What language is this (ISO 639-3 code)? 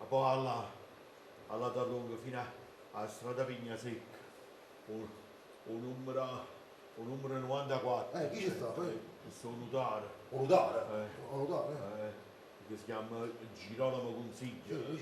nap